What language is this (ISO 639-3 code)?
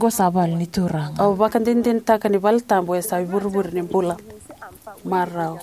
fij